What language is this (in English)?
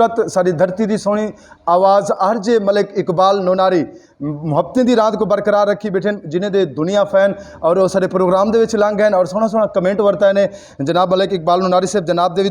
Saraiki